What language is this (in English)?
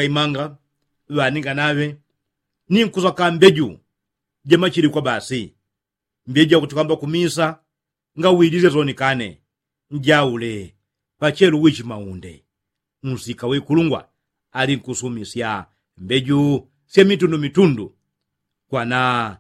Yao